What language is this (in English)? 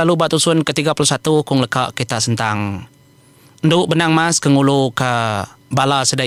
Iban